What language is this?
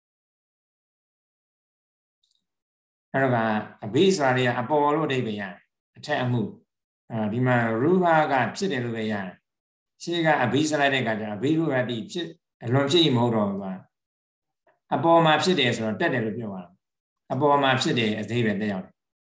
Burmese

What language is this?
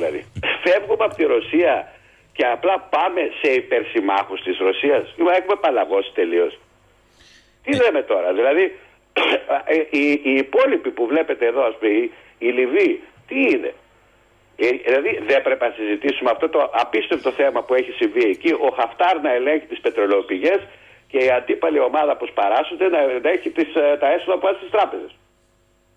Greek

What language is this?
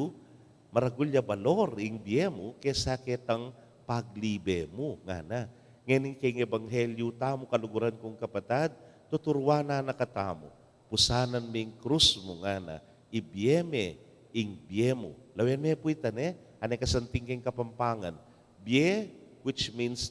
Pampanga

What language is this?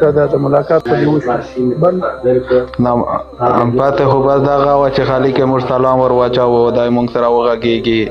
Pashto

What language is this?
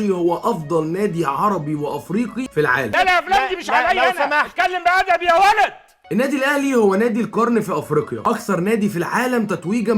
Egyptian Arabic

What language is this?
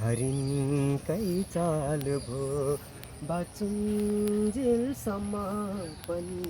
Nepali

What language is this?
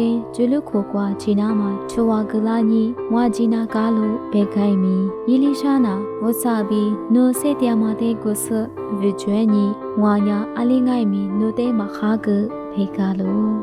Lisu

